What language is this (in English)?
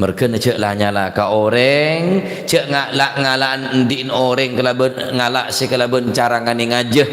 Madurese